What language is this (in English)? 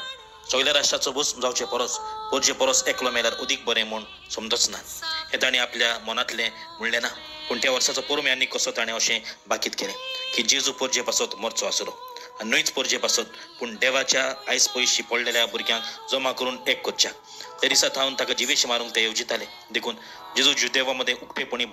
Konkani